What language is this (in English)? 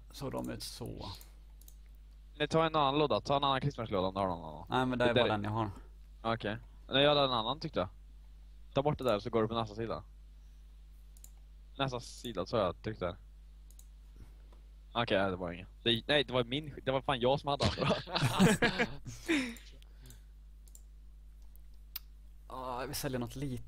Swedish